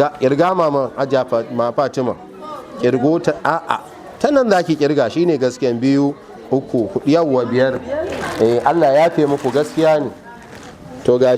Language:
Hausa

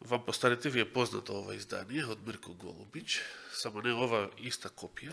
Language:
Macedonian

